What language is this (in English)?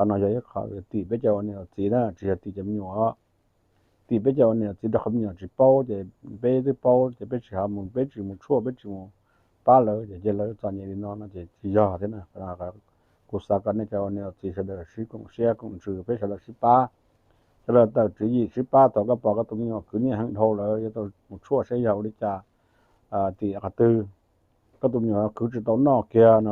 Hmong